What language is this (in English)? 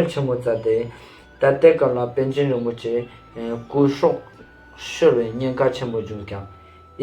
Ladakhi